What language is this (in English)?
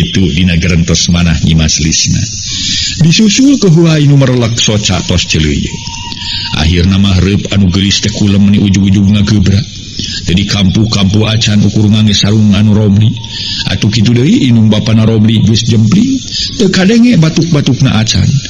Sundanese